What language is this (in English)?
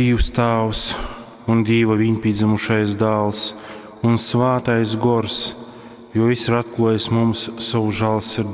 Latgalian